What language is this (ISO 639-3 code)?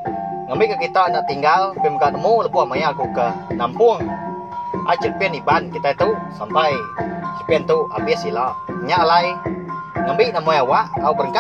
iba